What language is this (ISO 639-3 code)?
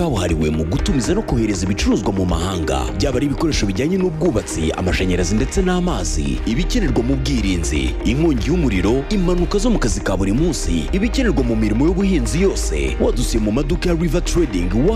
kin